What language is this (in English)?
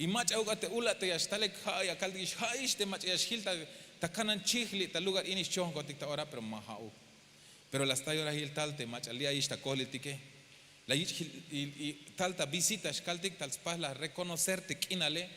Tzeltal